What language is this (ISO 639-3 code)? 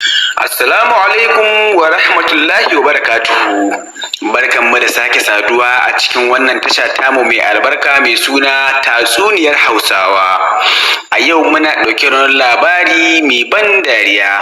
hau